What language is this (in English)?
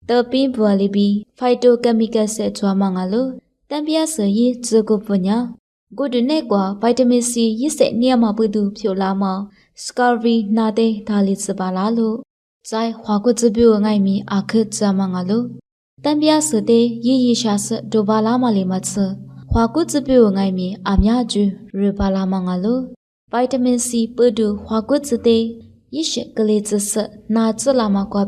Lisu